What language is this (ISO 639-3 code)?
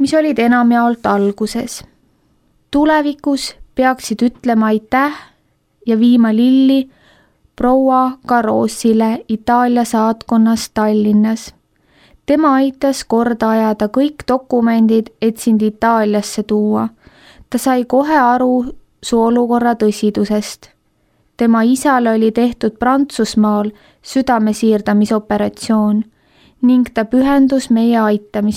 est